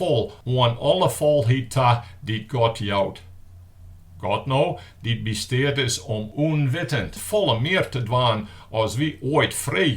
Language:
Western Frisian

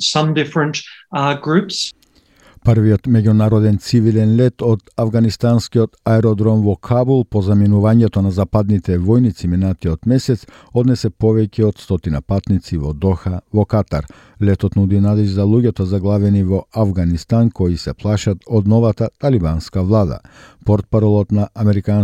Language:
Macedonian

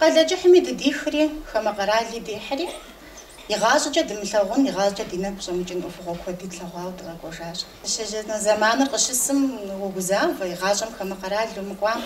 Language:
Kabardian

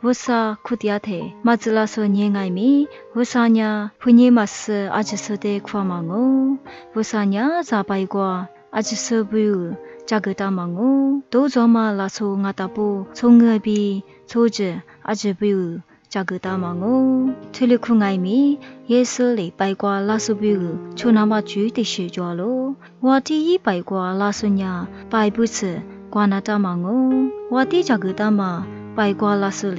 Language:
Lisu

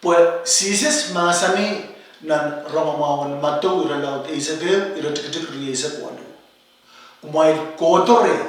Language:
Pohnpeian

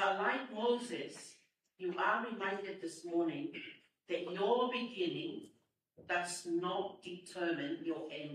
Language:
Tongan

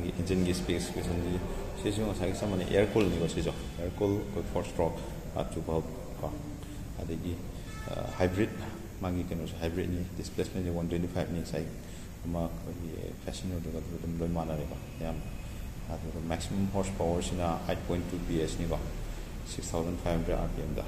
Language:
Manipuri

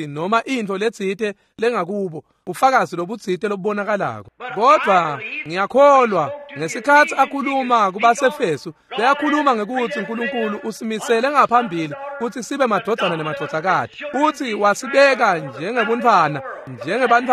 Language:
Swati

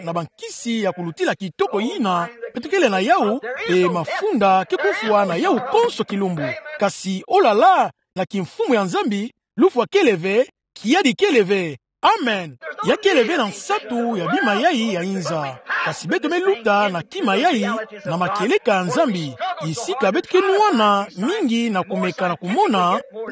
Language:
Kituba (Democratic Republic of Congo)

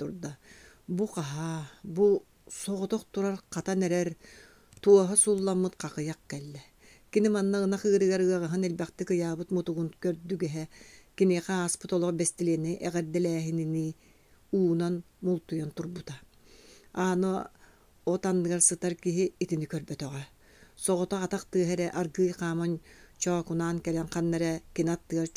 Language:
Yakut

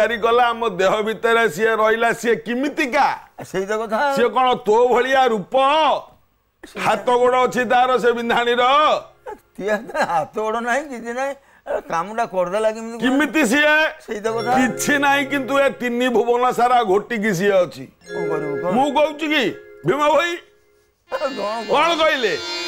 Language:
Odia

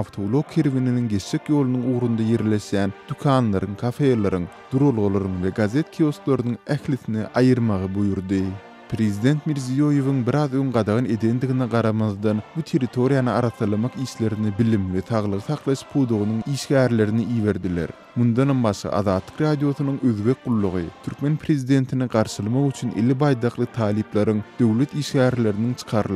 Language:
Turkmen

